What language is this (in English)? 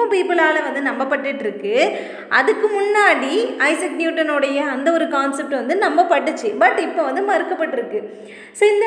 Tamil